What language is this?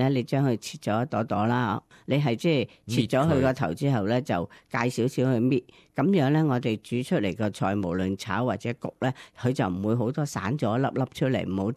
Cantonese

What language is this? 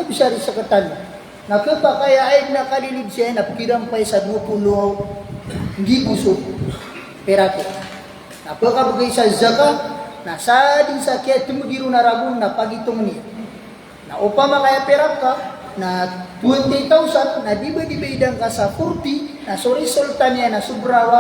Maranao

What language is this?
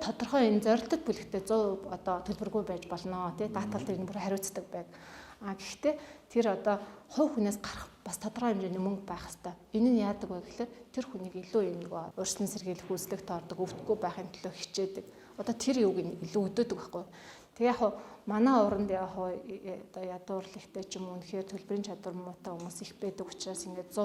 Mongolian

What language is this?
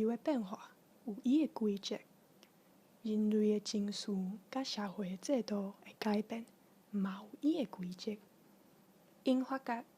Min Nan Chinese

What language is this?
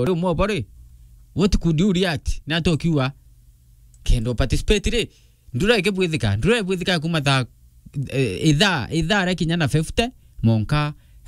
Meru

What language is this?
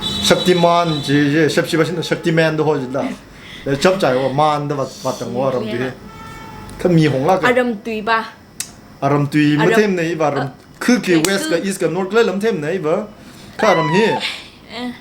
Tangkhul Naga (India)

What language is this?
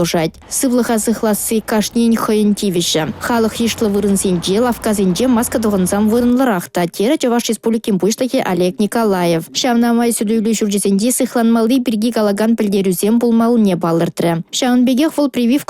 Chuvash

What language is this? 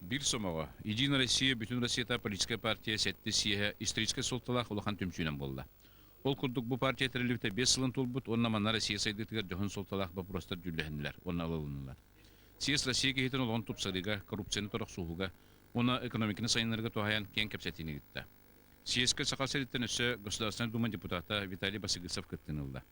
Yakut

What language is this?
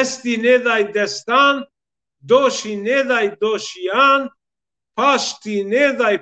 Zaza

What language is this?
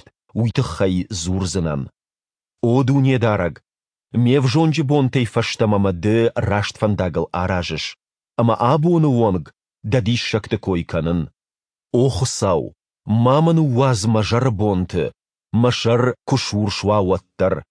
Ossetic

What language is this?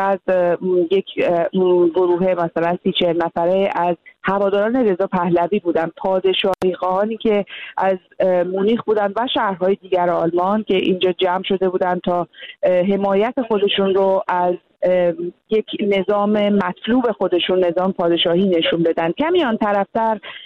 Persian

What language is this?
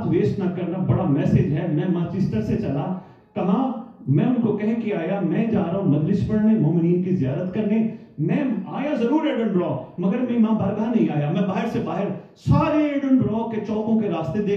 Urdu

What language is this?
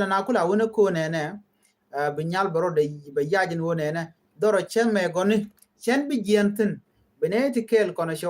Nuer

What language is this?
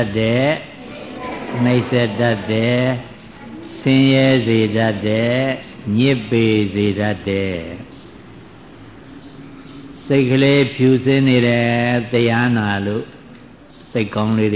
Burmese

